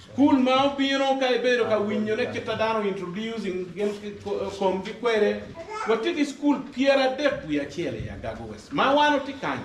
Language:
Acoli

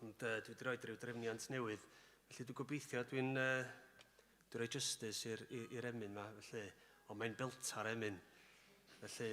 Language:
Welsh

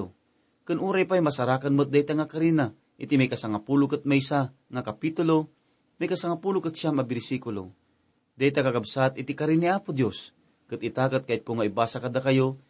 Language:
Iloko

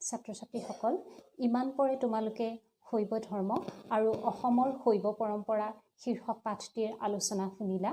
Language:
Assamese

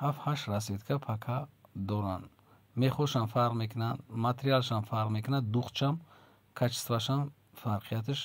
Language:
Tajik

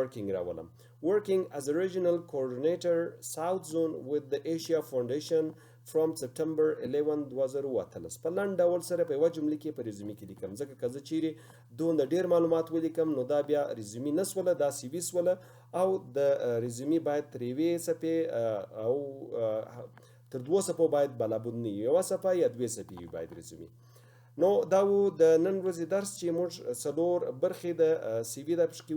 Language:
Pashto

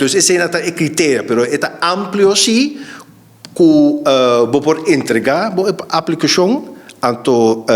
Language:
Papiamento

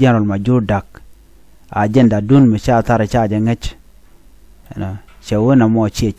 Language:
Nuer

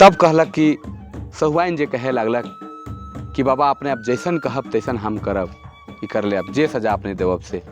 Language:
Sadri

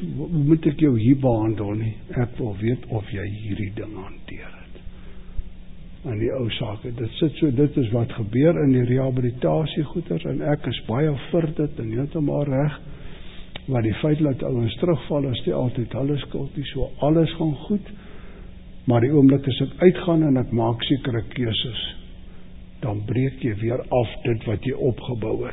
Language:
Afrikaans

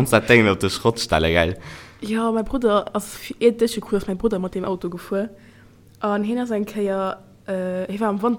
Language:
Luxembourgish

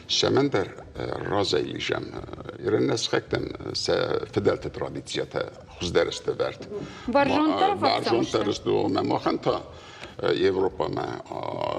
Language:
Ossetic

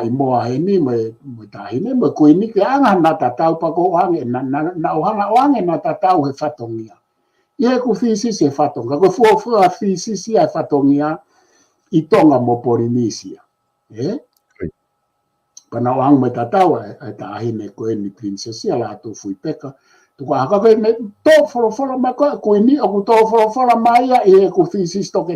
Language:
Tongan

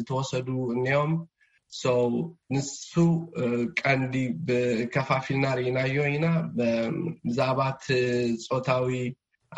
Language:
Tigrinya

